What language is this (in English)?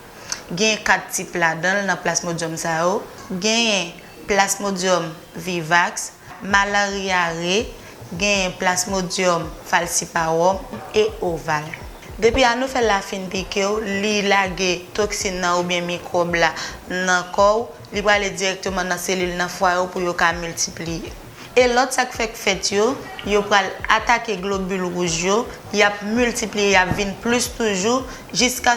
Haitian Creole